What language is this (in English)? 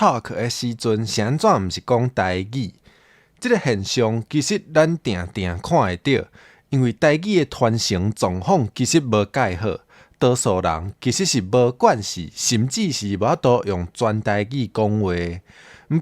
Min Nan Chinese